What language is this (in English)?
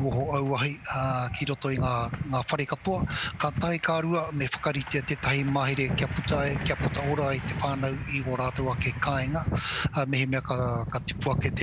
Māori